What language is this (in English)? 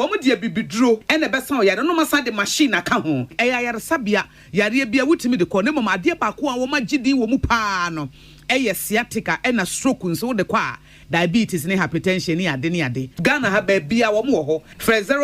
Akan